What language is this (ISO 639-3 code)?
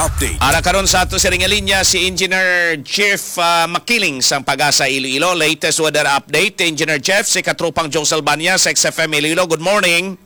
hil